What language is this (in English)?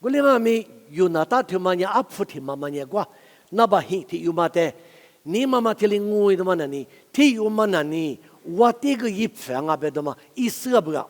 Lisu